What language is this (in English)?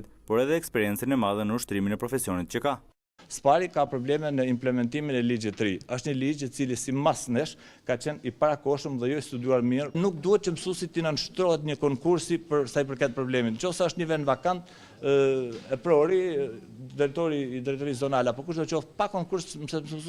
Albanian